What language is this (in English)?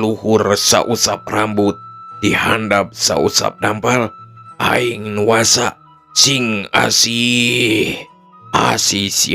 Sundanese